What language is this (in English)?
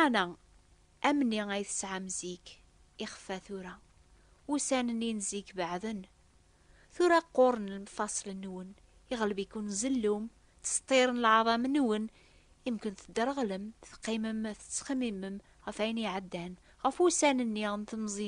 Kabyle